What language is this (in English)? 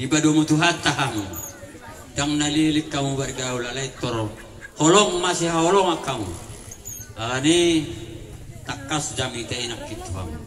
Batak Toba